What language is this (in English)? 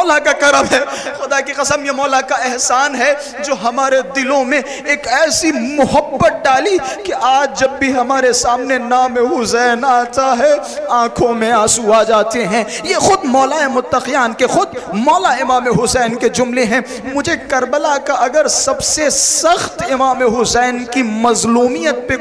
Urdu